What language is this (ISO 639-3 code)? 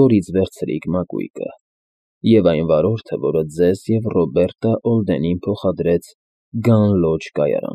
hye